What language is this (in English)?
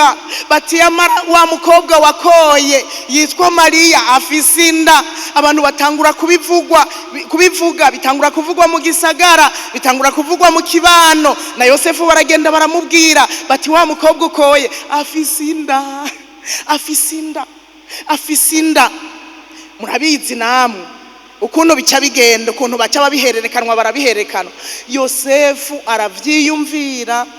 Rundi